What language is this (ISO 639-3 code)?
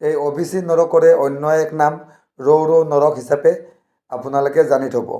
asm